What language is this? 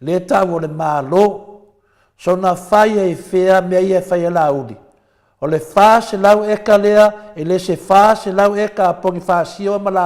Samoan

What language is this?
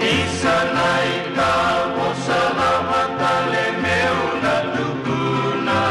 Fijian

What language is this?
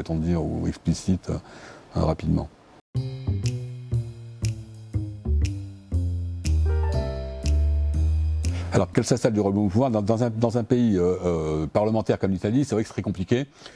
French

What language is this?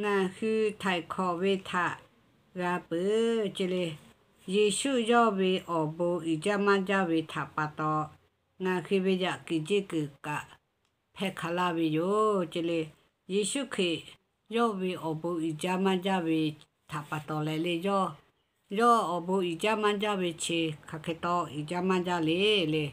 Lahu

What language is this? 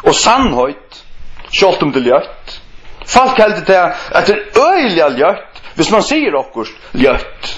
Faroese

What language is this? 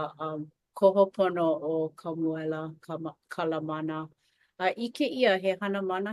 Hawaiian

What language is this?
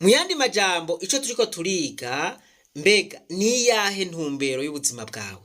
Rundi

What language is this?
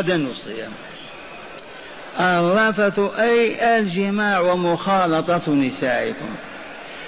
Arabic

